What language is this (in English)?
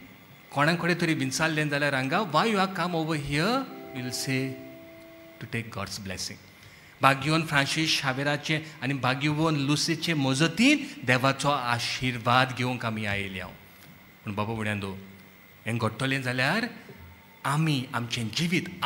Konkani